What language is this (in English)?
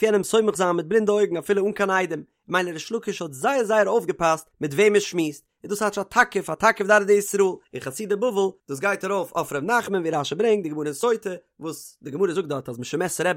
Yiddish